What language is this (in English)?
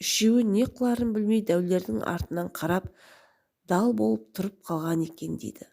Kazakh